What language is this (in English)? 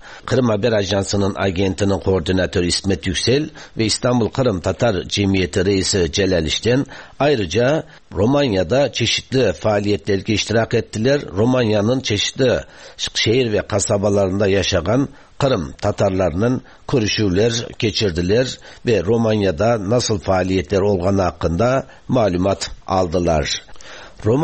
Tatar